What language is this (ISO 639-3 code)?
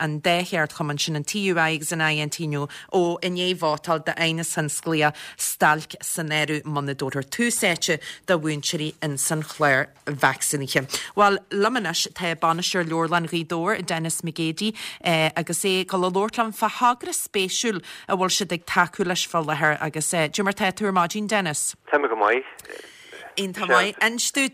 gle